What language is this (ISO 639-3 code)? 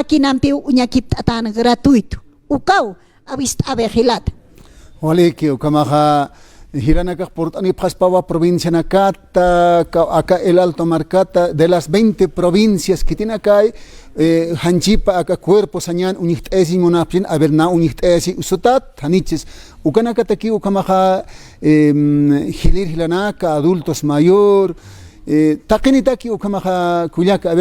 aym